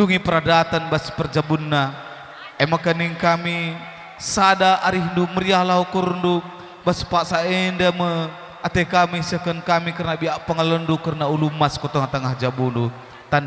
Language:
Batak Karo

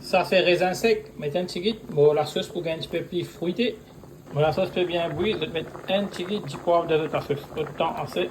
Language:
Morisyen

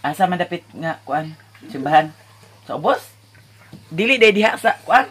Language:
Cebuano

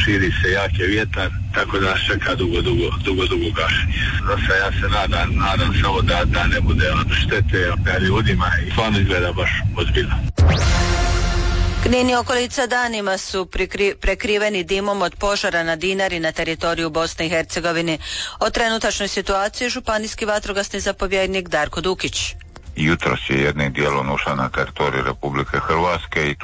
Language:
Croatian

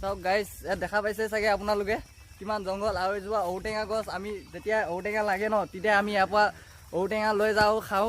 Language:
Assamese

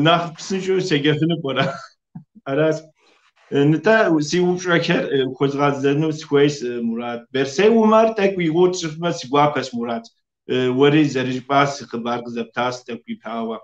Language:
Kabardian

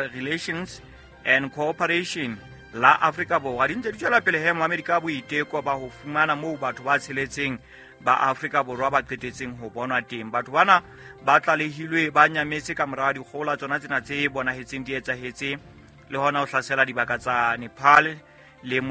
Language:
Southern Sotho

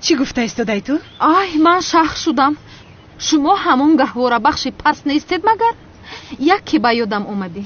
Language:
Tajik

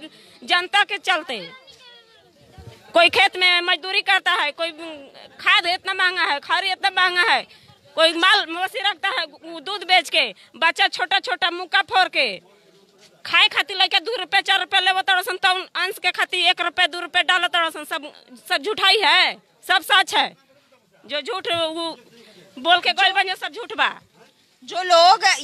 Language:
Hindi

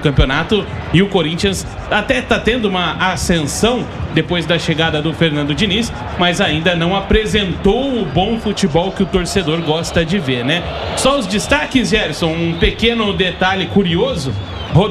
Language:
Portuguese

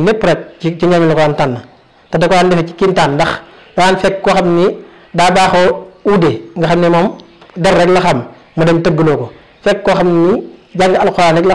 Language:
Wolof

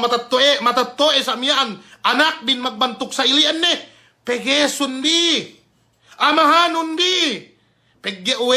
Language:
Yakan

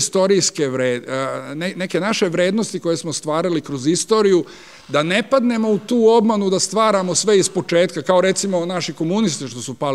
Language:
Serbian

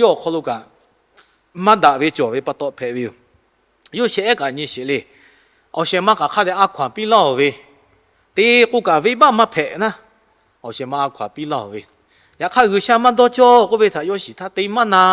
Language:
Lahu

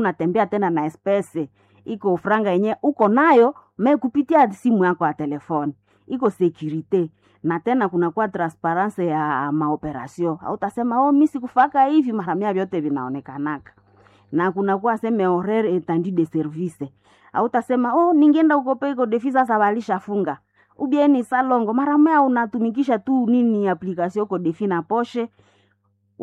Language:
Swahili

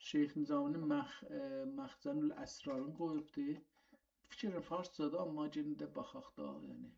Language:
South Azerbaijani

